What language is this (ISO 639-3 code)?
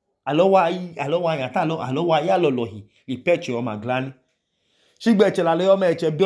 idu